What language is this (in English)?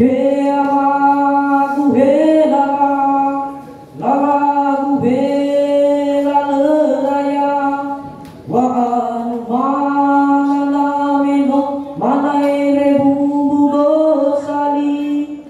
Nias